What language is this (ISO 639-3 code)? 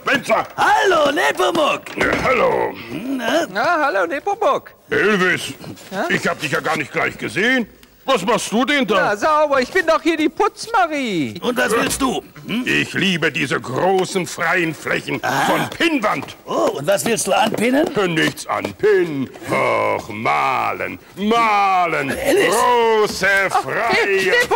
deu